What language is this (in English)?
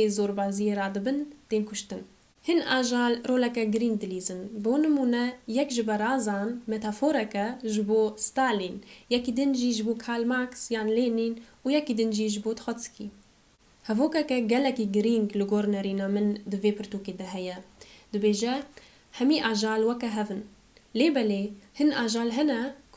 Kurdish